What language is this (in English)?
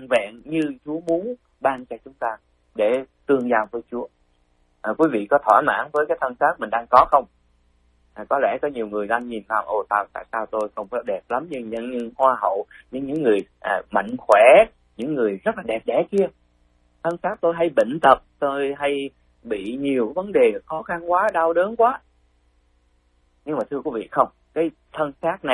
Vietnamese